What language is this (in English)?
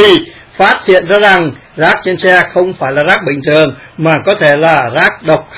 Vietnamese